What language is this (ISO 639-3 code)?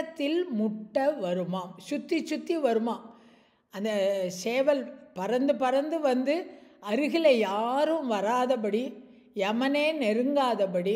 tam